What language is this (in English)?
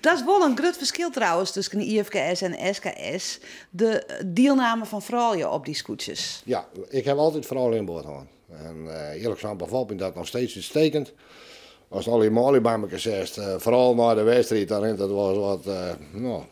Western Frisian